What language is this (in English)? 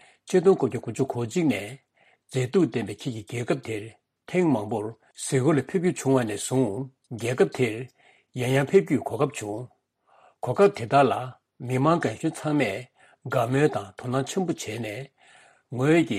Tibetan